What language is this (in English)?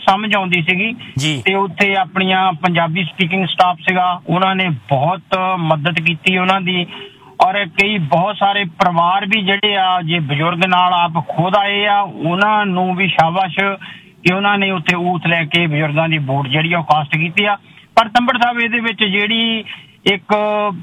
Punjabi